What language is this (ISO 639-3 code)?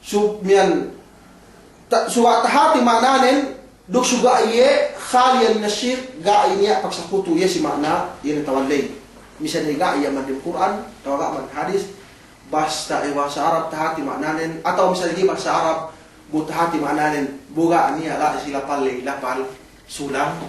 yka